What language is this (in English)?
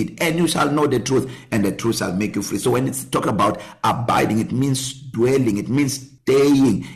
English